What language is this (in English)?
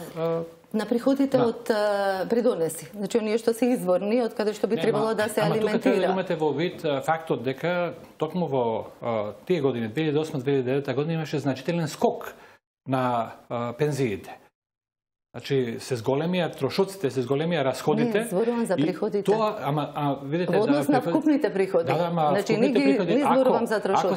Macedonian